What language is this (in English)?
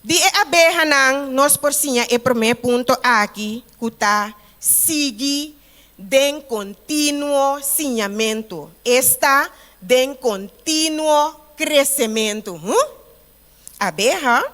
Papiamento